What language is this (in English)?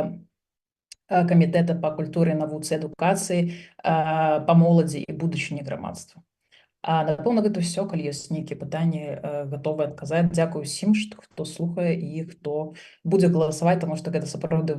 Belarusian